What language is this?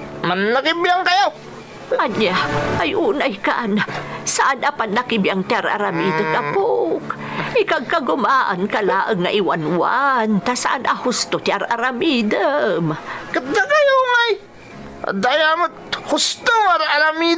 Iloko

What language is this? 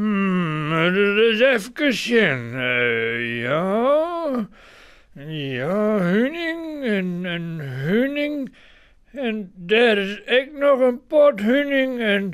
Western Frisian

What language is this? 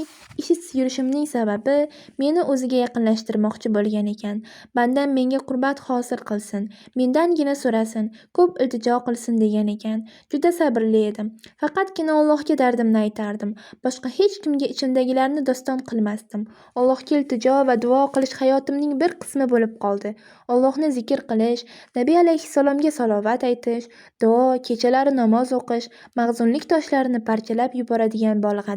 Uzbek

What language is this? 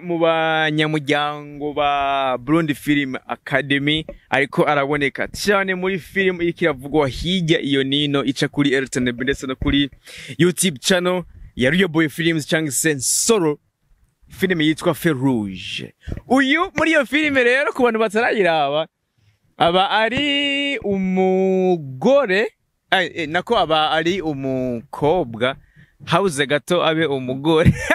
Rundi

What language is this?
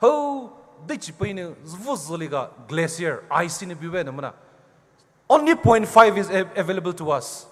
Poumei Naga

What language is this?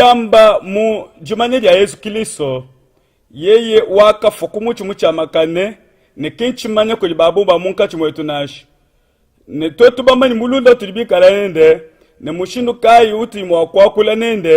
Luba-Lulua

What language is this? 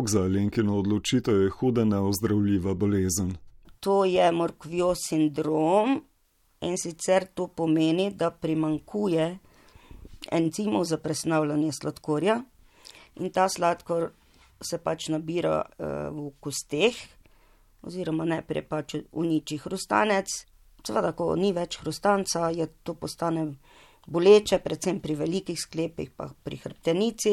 Slovenian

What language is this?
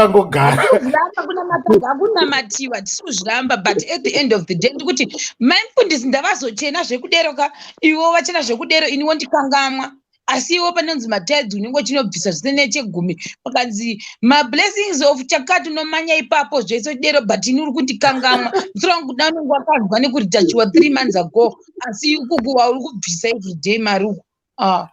Shona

